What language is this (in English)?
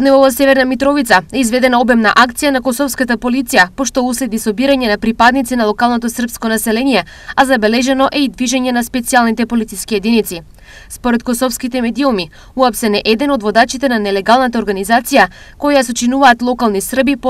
Macedonian